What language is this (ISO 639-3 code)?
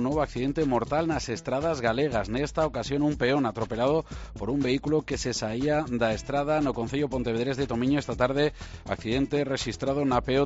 glg